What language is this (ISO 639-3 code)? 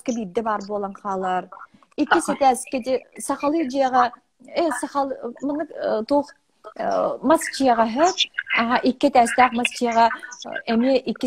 sah